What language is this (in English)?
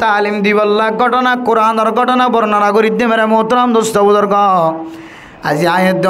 Rohingya